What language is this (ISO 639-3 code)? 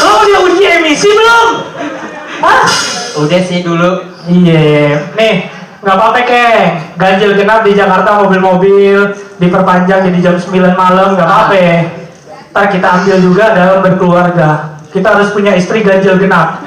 bew